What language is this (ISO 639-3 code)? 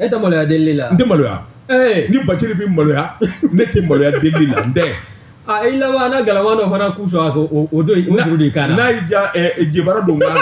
bam